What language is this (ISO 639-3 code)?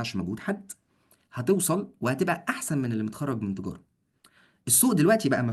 arz